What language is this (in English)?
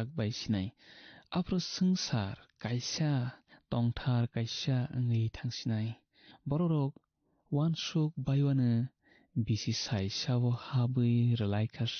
Kok Borok